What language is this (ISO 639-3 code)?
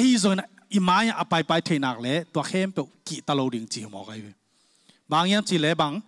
ctd